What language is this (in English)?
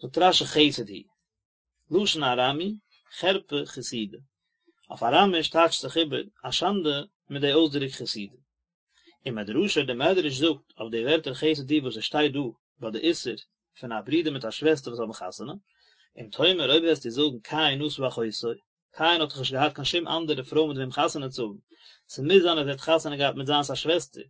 Yiddish